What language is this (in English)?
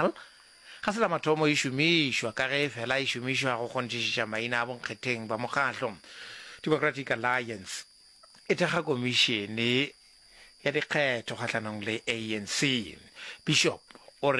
Northern Sotho